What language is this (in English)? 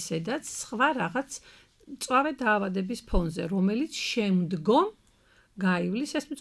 Georgian